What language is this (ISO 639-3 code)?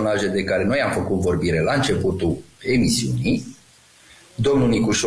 ron